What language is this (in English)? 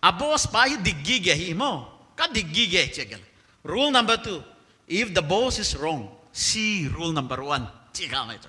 Paite Chin